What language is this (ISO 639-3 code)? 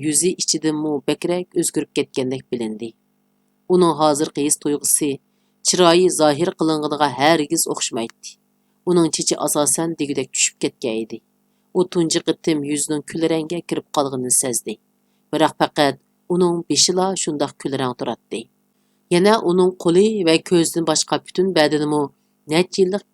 uig